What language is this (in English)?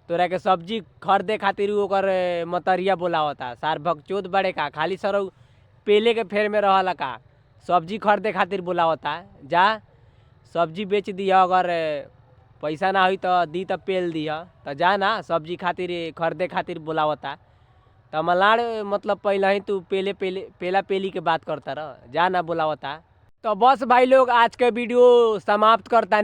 Bhojpuri